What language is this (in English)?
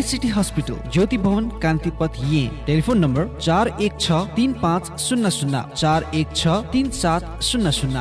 Newari